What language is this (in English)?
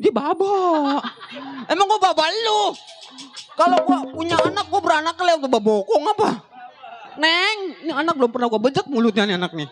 Betawi